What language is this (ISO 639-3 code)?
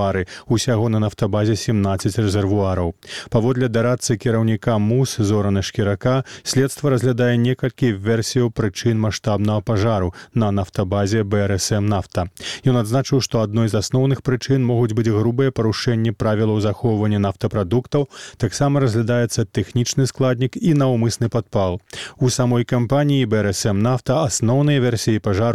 bel